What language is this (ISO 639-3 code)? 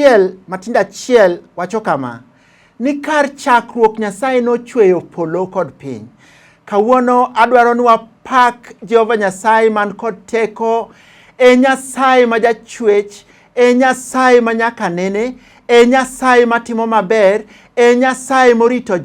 luo